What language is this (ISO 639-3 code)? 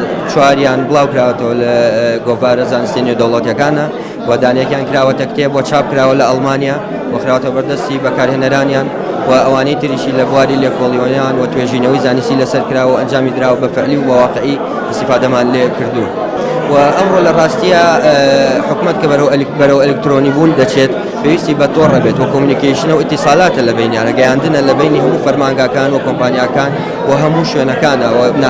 ckb